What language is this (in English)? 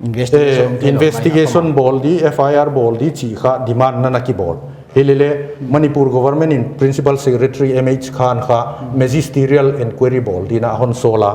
Paite Chin